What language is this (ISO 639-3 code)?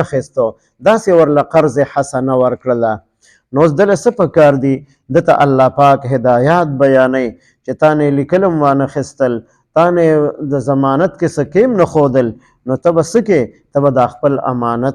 pus